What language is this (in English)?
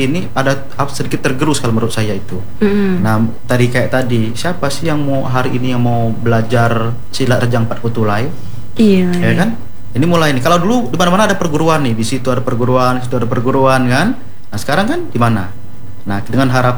Indonesian